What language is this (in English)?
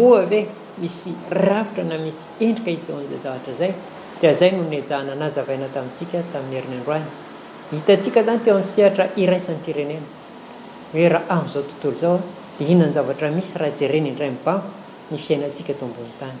Malagasy